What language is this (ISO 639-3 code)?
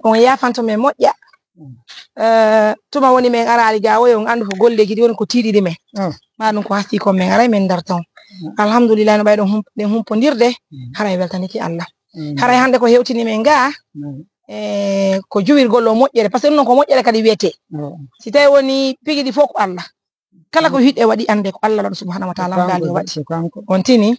ful